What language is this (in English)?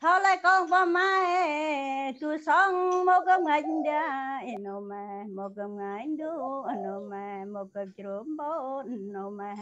Central Mnong